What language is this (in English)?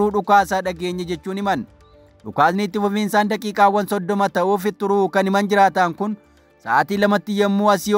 Oromo